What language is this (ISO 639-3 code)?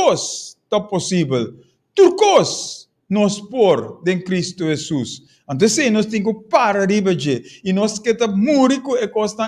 pap